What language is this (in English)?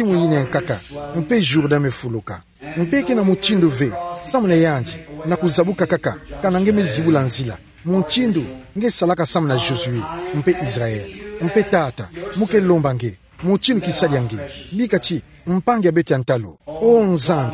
Kituba (Democratic Republic of Congo)